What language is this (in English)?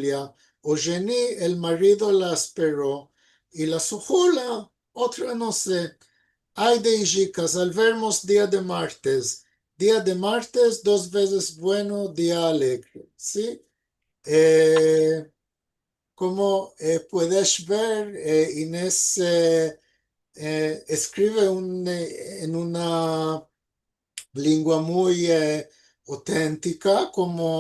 Ladino